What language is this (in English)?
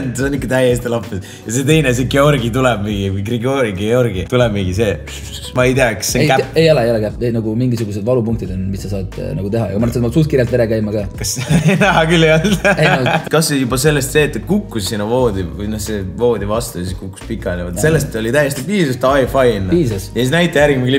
Estonian